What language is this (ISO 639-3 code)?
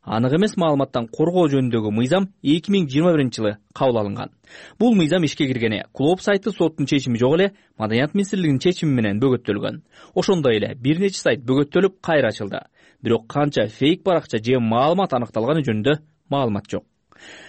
kir